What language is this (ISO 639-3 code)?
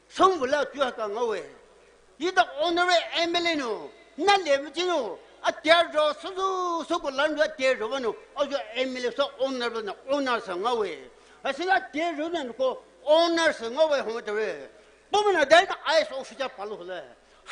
pmx